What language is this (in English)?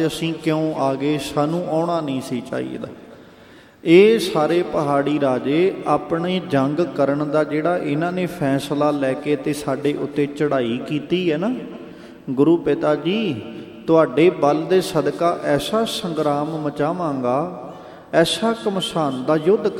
Punjabi